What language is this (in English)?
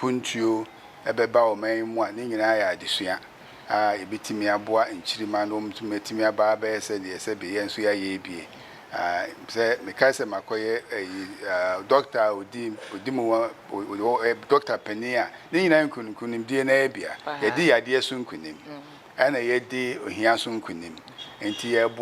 Akan